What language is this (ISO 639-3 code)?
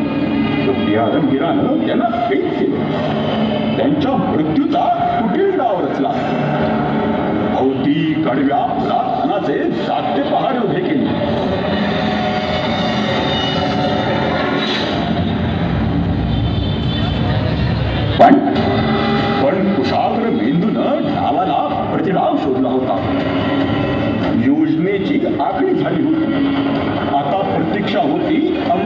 mar